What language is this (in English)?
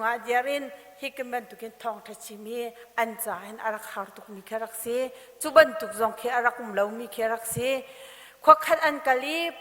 Hakha Chin